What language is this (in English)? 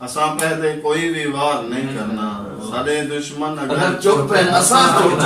Saraiki